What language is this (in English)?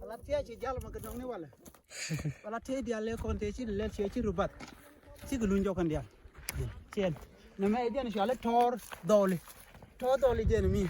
Nuer